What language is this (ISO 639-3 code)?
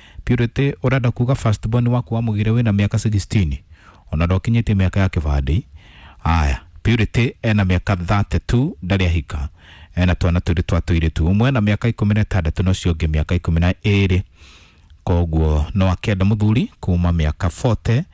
kik